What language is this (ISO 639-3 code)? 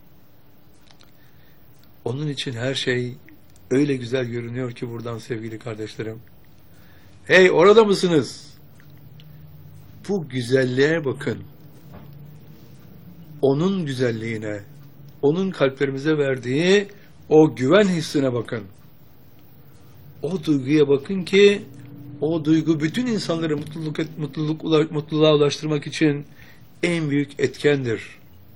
tur